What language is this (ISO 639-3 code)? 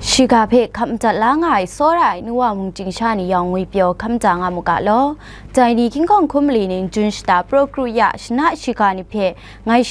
kac